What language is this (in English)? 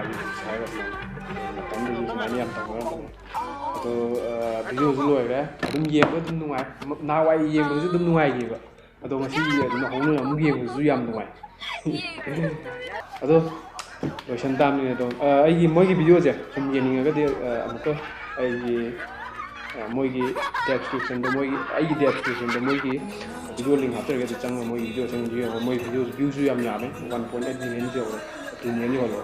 Manipuri